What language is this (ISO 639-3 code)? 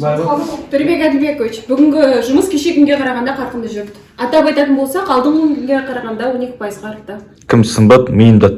kaz